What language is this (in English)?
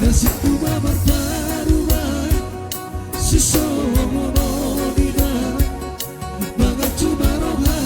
Batak Toba